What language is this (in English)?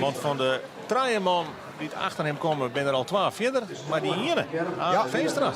Western Frisian